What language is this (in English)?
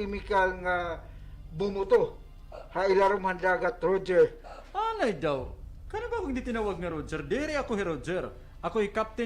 Waray